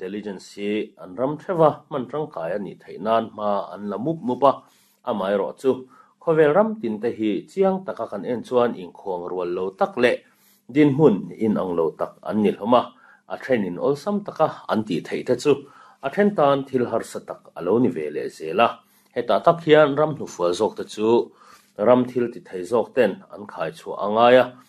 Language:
Mizo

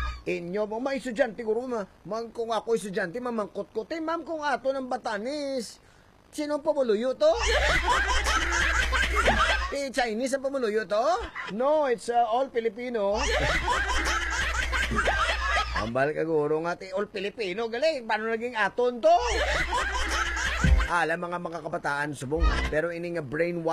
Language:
Hiligaynon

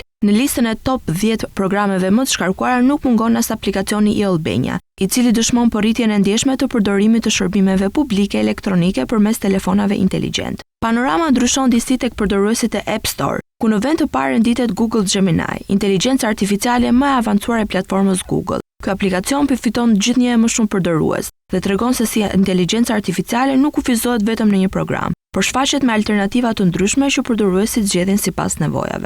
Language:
Albanian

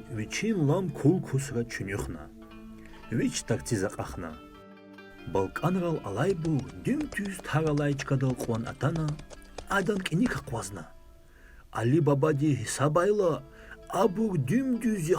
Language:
Lezghian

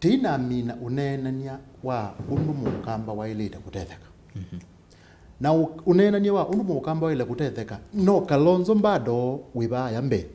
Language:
Kamba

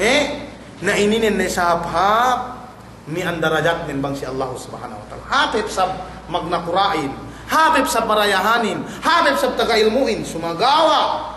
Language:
Yakan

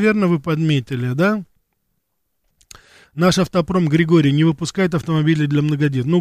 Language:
Russian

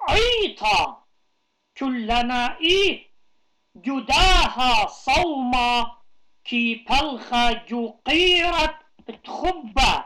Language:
Assyrian Neo-Aramaic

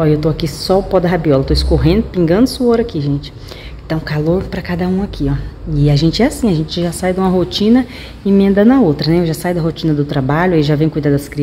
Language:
Portuguese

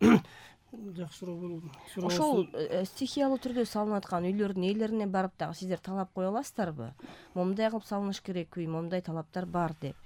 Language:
Kyrgyz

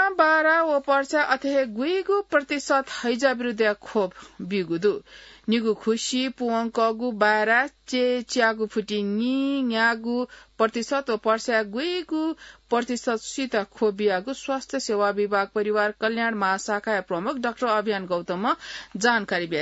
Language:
Newari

